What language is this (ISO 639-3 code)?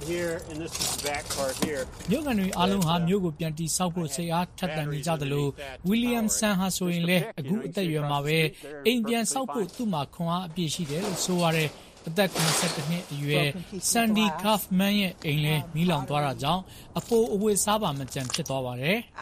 mya